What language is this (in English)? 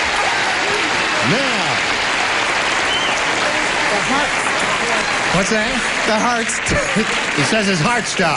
English